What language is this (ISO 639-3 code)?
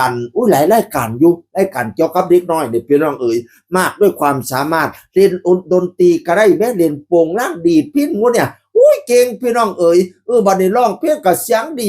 tts